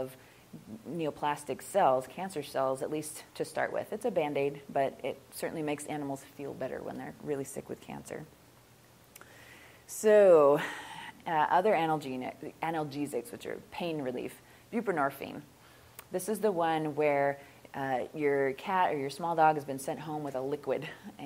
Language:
English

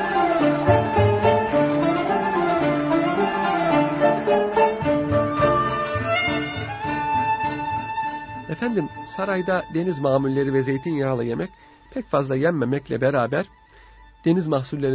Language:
Turkish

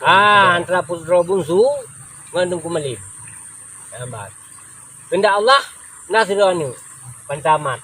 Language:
Achinese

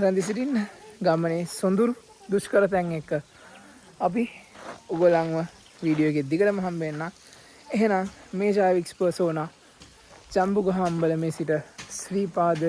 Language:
Sinhala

